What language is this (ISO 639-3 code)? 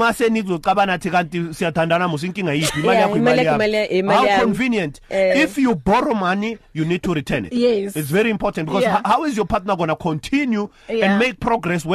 eng